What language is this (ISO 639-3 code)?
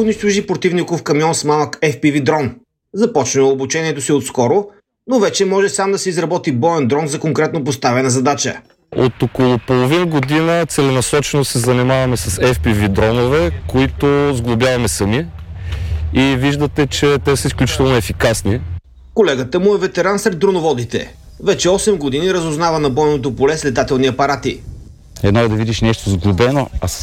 bul